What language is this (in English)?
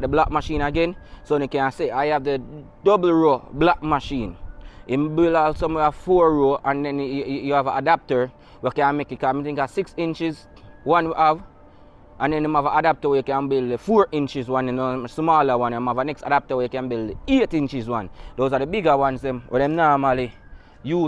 Jamaican Creole English